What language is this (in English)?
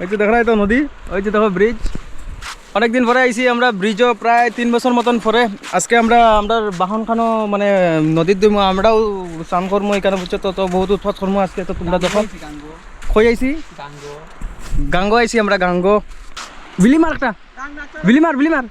Sylheti